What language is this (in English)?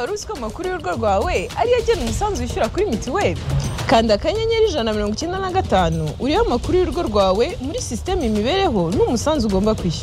Kinyarwanda